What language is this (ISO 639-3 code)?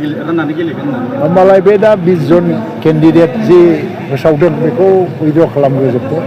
brx